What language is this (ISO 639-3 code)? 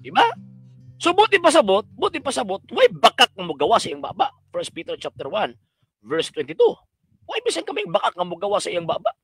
ceb